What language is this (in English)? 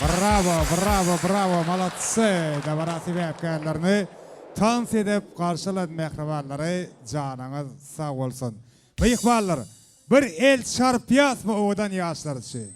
Turkmen